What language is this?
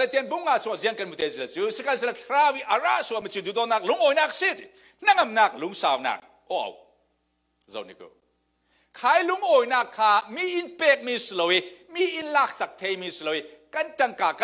Falam Chin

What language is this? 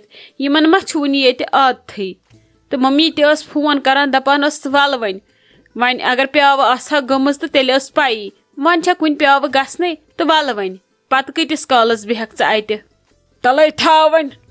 Kashmiri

